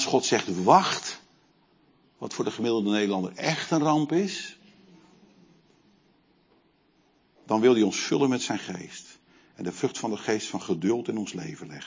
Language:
Dutch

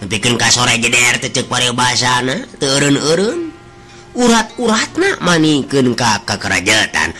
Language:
Sundanese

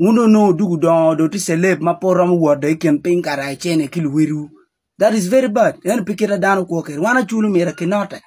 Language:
Acoli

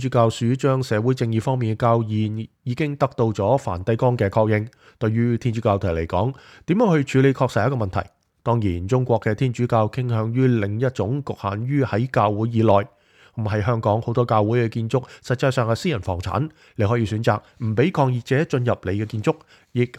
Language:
Cantonese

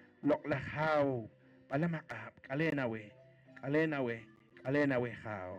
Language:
Poqomchi'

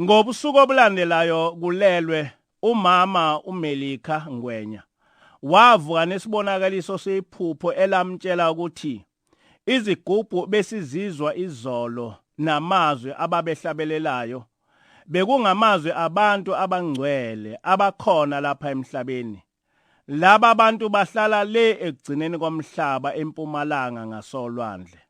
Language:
Zulu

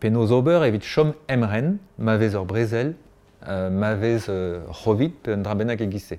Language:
Breton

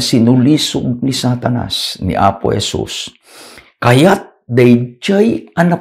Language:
Iloko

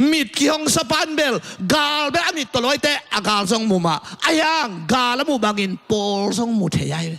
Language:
Tedim Chin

